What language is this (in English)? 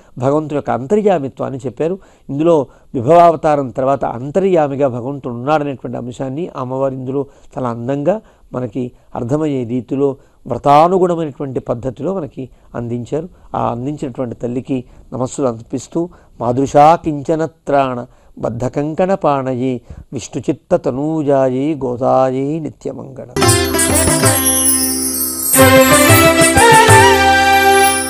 Telugu